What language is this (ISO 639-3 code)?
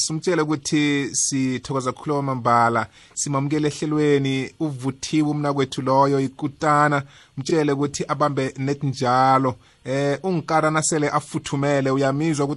nbl